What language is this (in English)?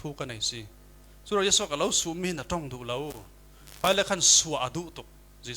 Falam Chin